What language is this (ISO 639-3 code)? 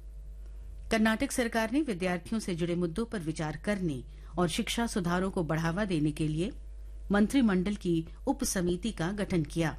hin